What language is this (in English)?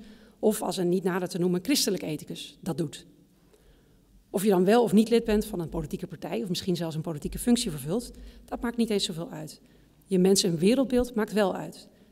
Dutch